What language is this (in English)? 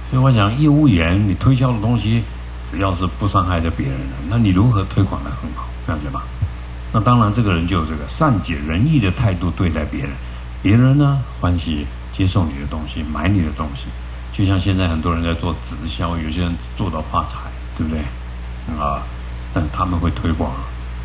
Chinese